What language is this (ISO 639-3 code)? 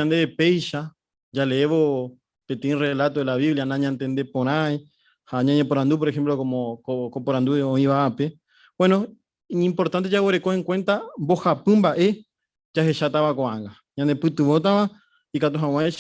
grn